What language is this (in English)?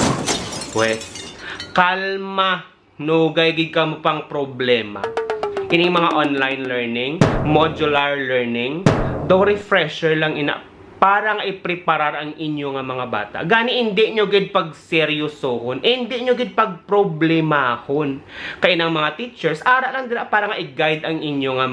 Hiligaynon